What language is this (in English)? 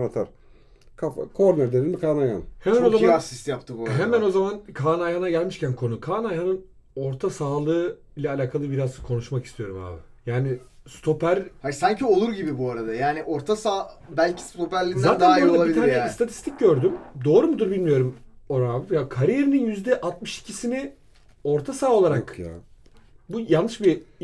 Turkish